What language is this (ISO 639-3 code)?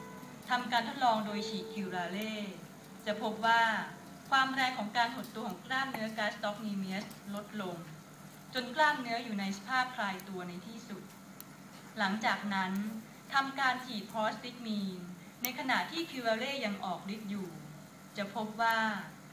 tha